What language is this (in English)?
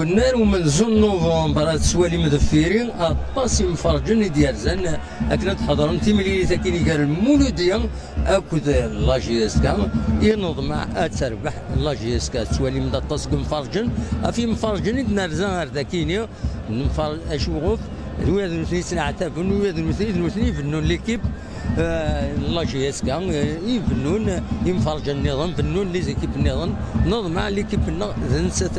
Kabyle